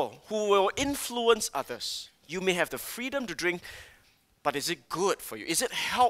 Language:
English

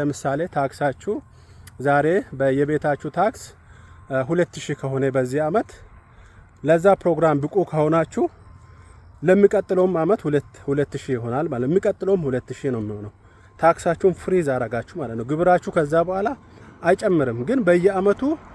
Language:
Amharic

